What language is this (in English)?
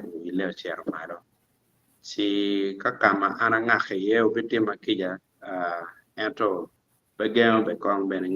Acoli